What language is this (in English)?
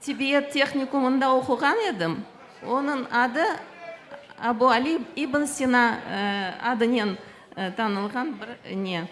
Crimean Tatar